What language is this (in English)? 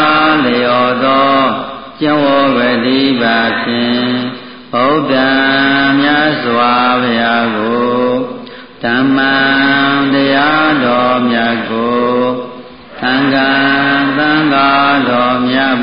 Burmese